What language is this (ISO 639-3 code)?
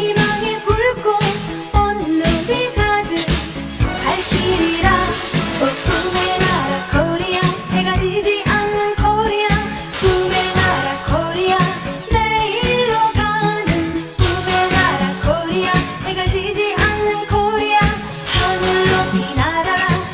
kor